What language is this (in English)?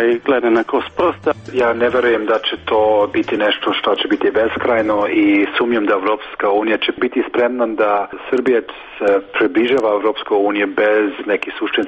Serbian